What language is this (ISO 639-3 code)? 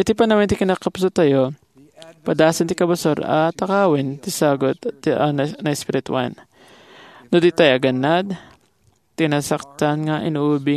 ilo